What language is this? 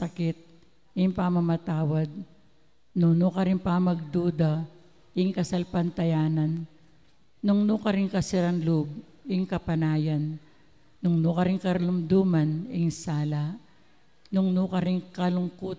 Pampanga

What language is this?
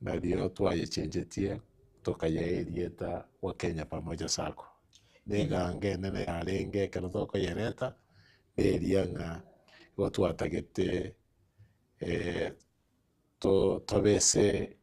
Gusii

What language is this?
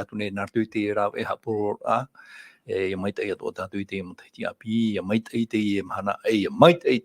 Tahitian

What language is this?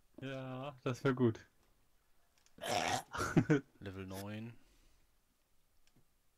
German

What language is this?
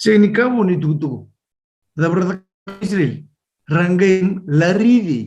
Fijian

